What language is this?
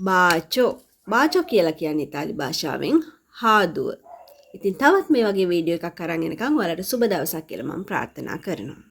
Sinhala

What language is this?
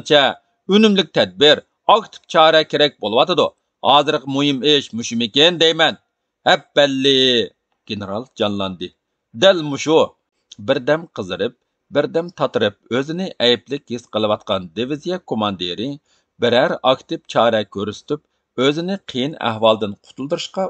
Uyghur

